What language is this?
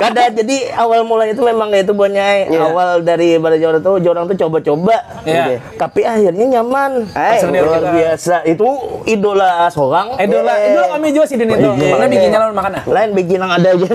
Banjar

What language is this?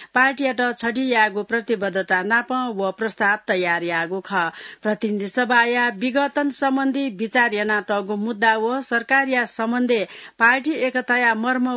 Newari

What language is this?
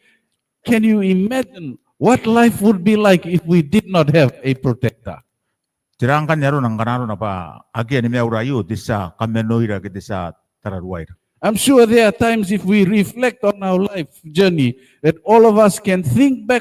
Gilbertese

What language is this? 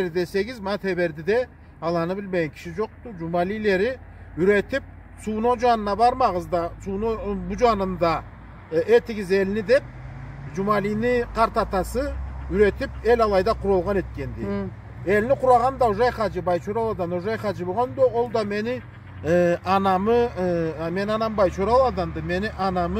Karachay-Balkar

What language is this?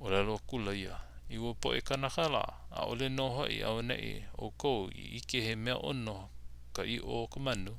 Hawaiian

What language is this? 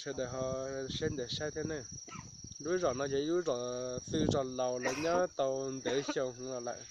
Hmong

